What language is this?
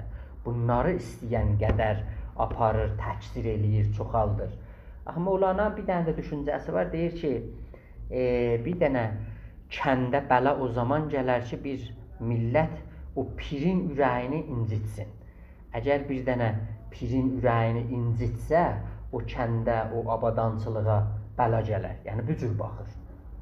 South Azerbaijani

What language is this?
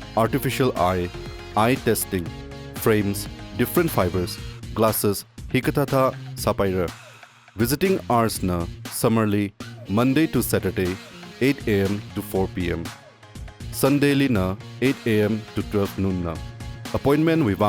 Tangkhul Naga (India)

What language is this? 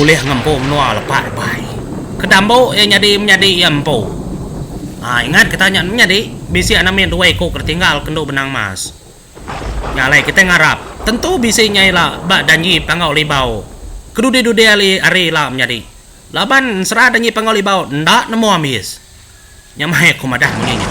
Iban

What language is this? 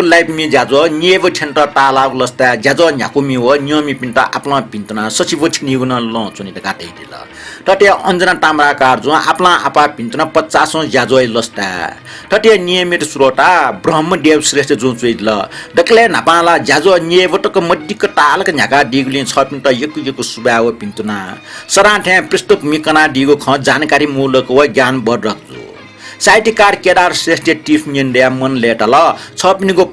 Newari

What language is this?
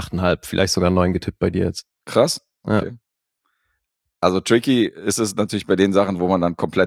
German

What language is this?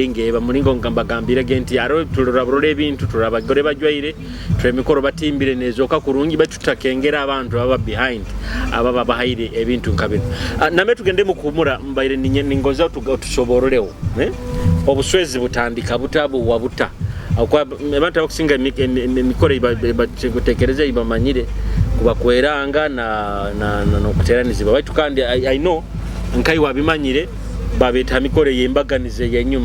Nyoro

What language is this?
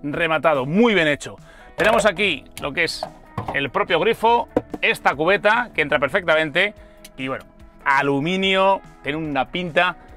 Spanish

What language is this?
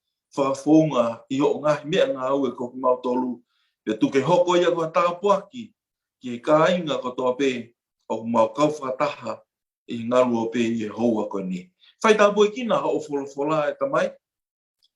Tongan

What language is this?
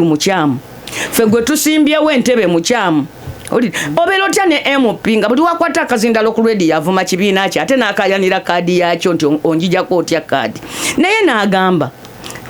Ganda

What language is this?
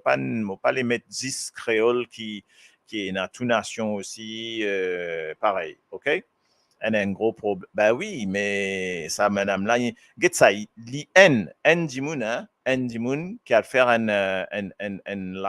Morisyen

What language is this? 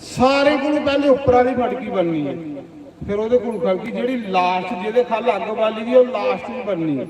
Dogri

